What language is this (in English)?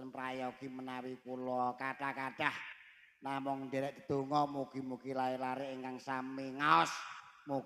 Javanese